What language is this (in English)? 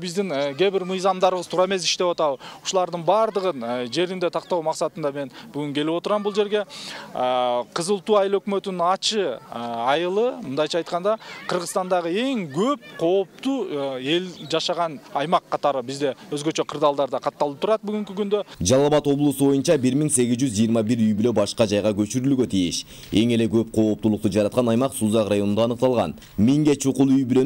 Kyrgyz